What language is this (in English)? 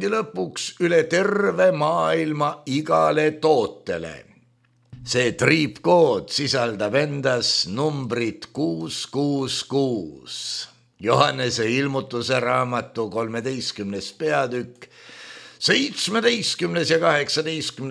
Estonian